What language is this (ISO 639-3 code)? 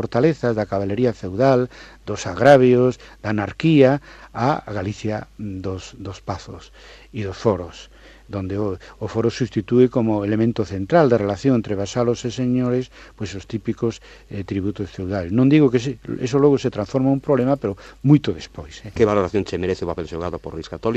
glg